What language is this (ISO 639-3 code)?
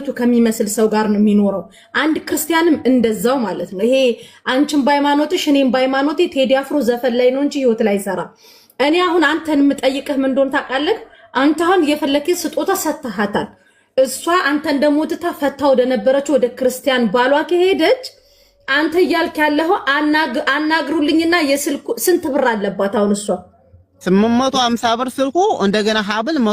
amh